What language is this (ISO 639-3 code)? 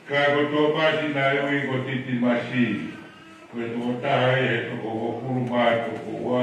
ton